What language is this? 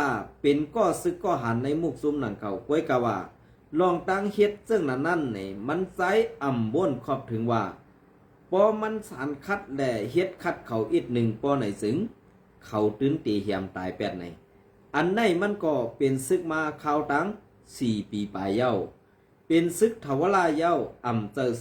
Shan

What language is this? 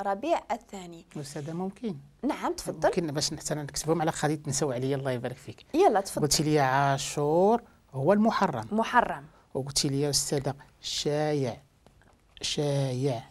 Moroccan Arabic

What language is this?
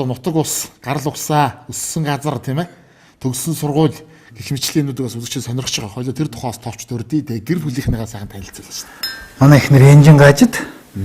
Mongolian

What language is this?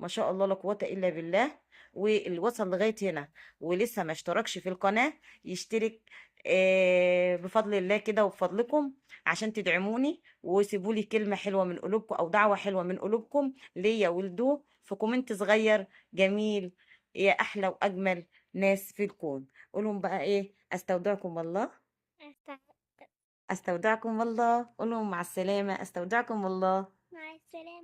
Egyptian Arabic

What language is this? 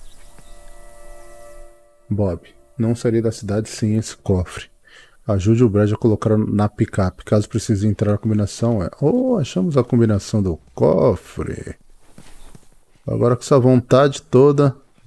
Portuguese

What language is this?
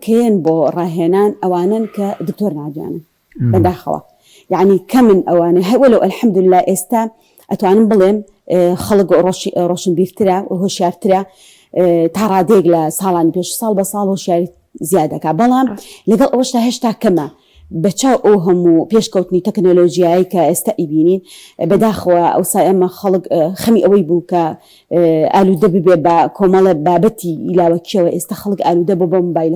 Central Kurdish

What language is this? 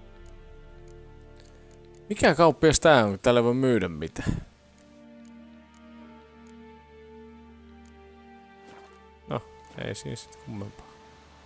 Finnish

